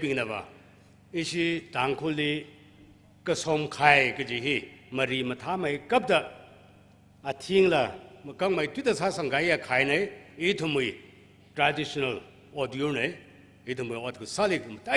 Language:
Tangkhul Naga (India)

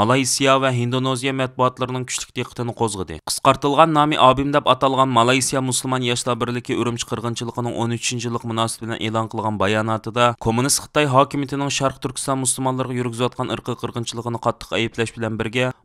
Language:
Uyghur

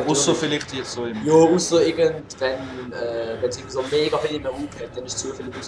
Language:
Swiss German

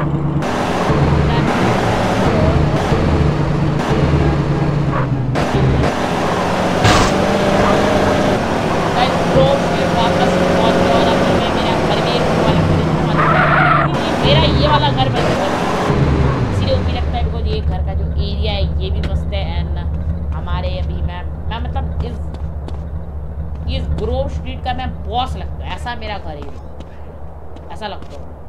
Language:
Hindi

